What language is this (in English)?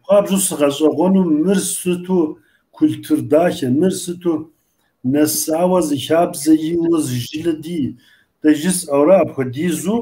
Kabardian